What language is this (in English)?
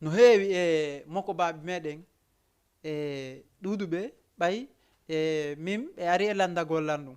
Fula